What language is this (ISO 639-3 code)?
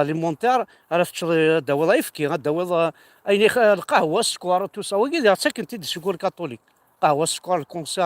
kab